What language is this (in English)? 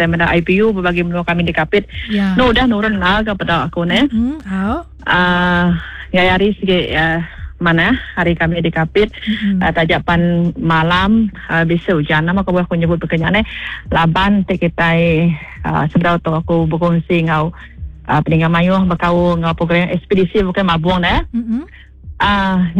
Iban